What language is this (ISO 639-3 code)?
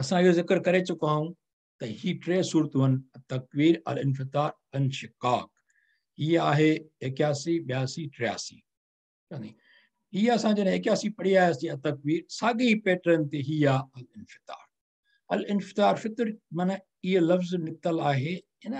snd